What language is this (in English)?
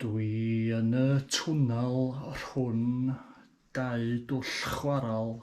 Welsh